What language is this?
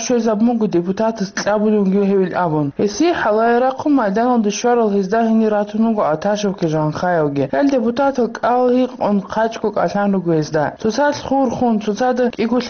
Avaric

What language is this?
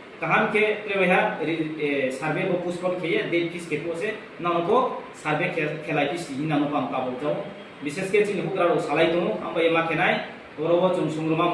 Riang (India)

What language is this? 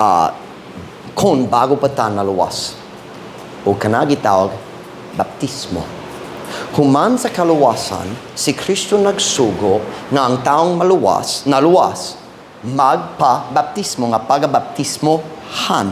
Cebuano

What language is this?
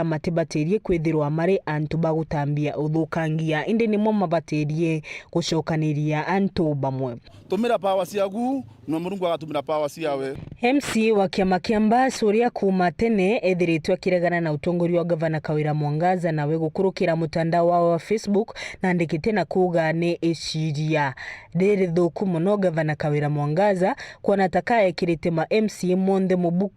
Meru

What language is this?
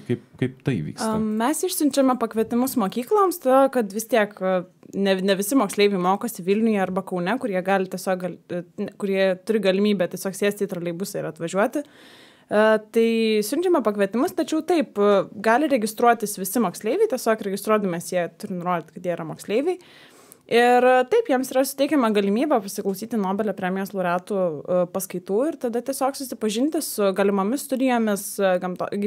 Lithuanian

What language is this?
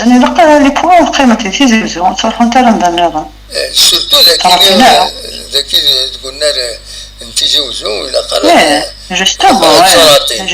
Kabyle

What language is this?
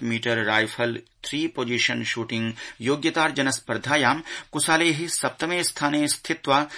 Sanskrit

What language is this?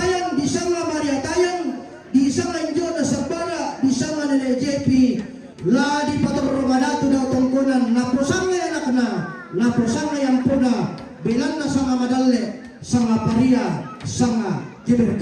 Toraja-Sa'dan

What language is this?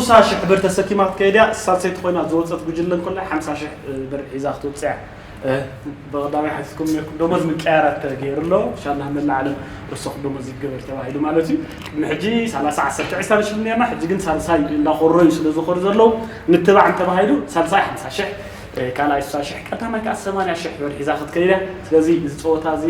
Tigrinya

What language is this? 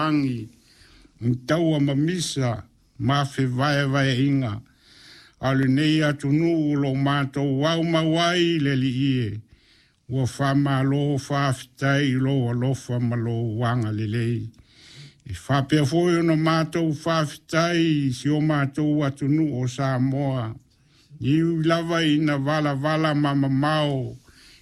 Samoan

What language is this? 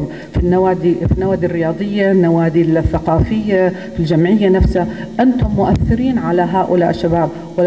North Levantine Arabic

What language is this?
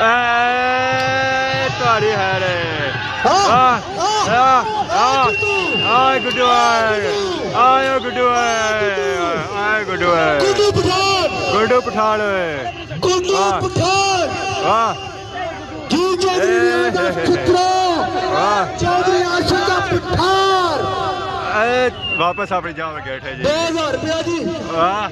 Pahari-Potwari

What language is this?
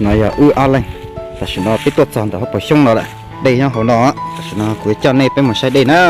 Hmong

